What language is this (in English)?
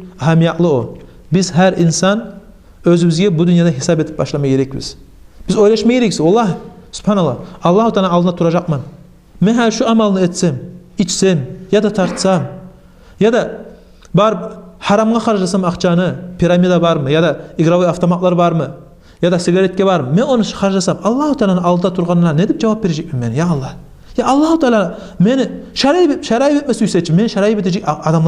Kumyk